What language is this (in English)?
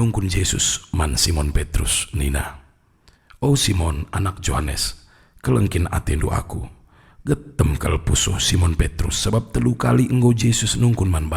Batak Karo